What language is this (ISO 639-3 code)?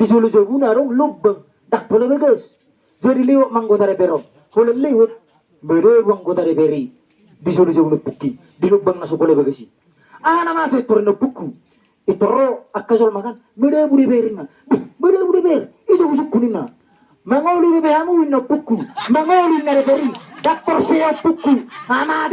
bbc